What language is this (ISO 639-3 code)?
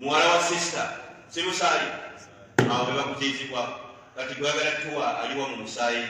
lug